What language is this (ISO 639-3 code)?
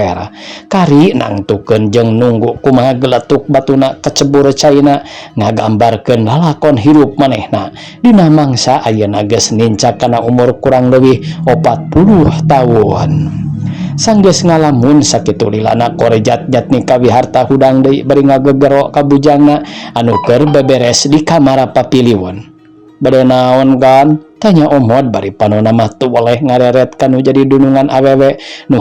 sun